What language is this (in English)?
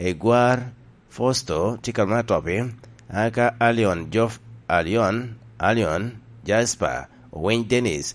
Lango (Uganda)